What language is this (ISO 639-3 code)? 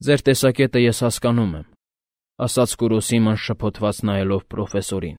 hye